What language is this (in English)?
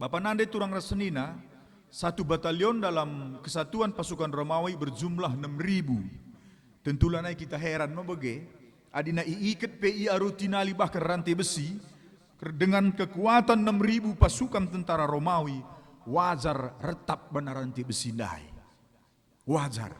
Batak Karo